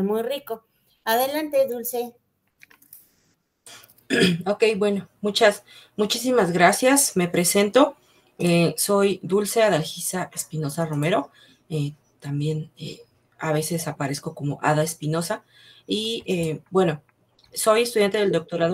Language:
Spanish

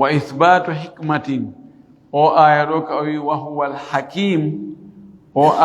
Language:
Fula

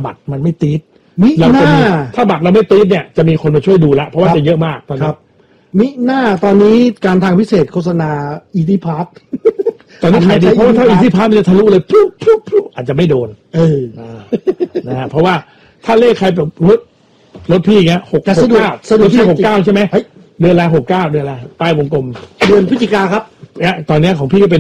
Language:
Thai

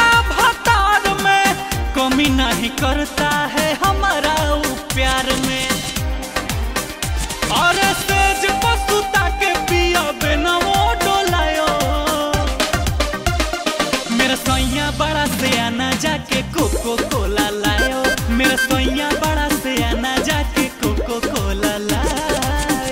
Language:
Bhojpuri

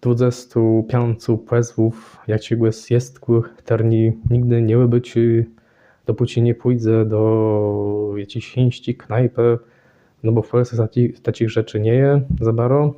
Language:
Kashubian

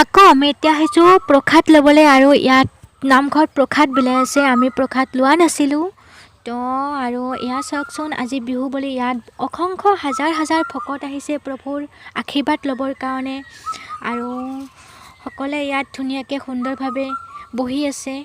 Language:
Assamese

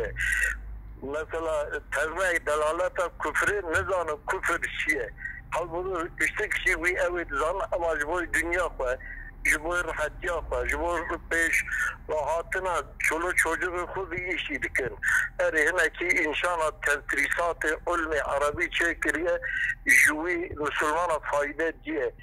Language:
Kurdish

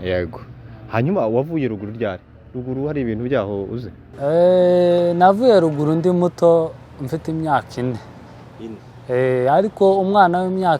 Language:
Kinyarwanda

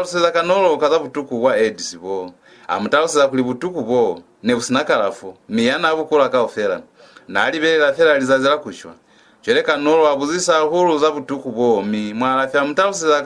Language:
Lozi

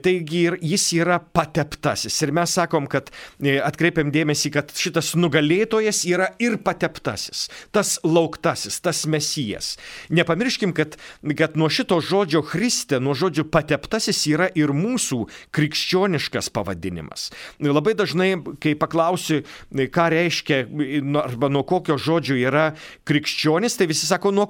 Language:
Lithuanian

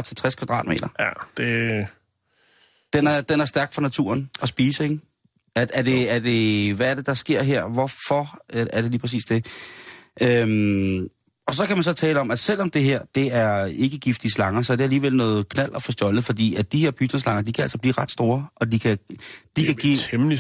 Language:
Danish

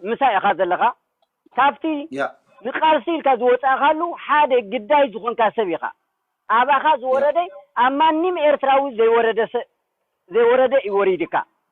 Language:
Tigrinya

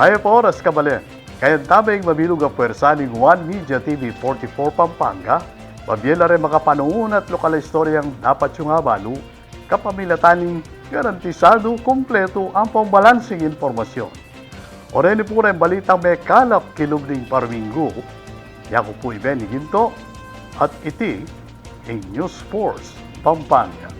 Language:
Pampanga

